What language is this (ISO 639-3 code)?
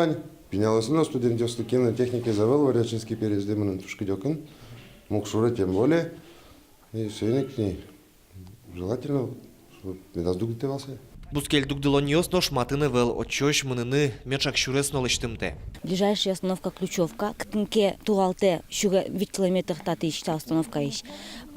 udm